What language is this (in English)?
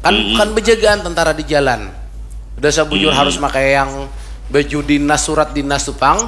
Banjar